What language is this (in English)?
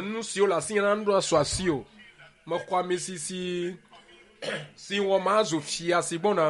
Ewe